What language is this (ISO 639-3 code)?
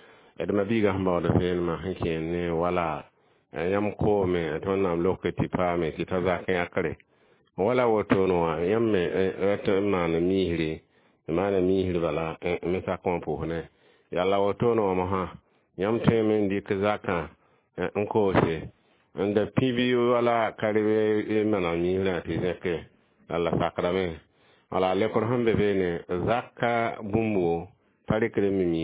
mos